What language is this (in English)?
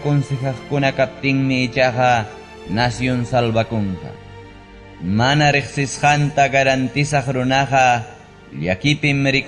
Ayacucho Quechua